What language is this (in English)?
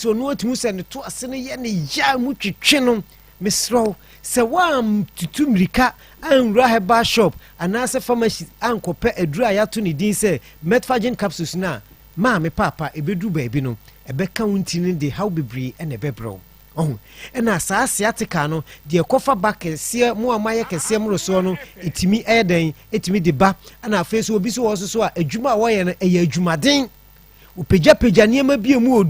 Akan